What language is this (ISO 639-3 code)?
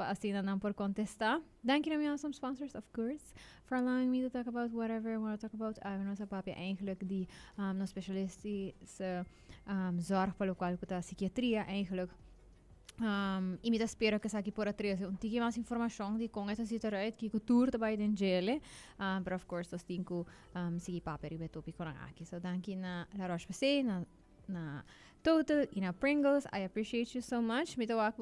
pap